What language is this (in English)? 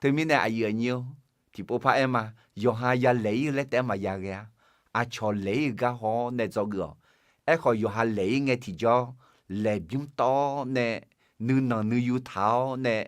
Akha